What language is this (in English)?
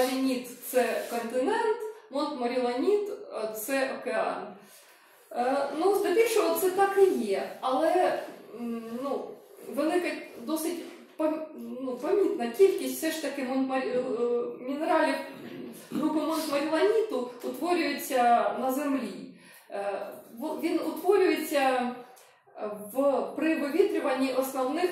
Ukrainian